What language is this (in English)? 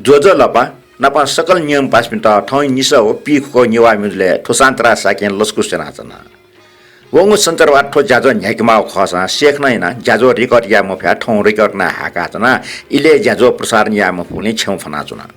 Newari